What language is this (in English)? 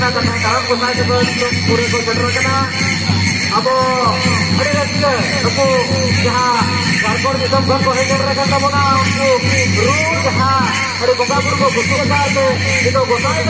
Santali